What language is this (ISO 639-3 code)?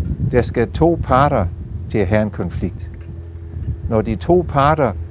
dan